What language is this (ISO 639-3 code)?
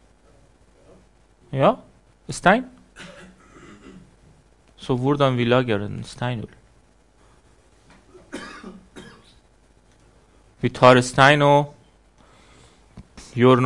nor